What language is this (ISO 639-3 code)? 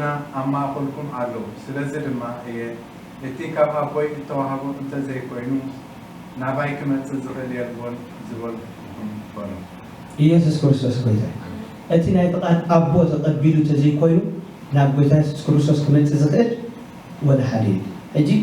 tir